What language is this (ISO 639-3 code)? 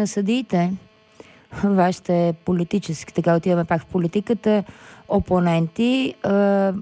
bul